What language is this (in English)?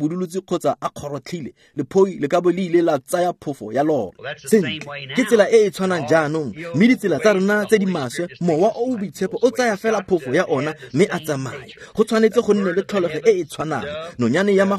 Tswana